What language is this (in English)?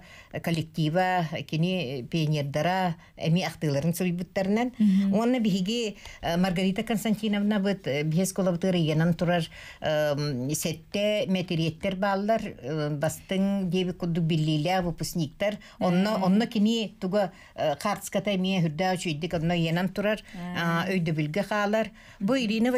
Yakut